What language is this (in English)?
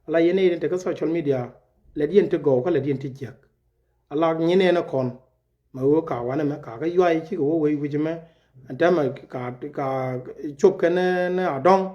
Nuer